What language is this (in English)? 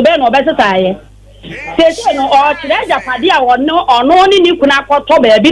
Akan